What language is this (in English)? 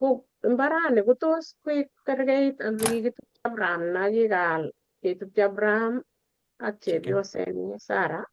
Kalenjin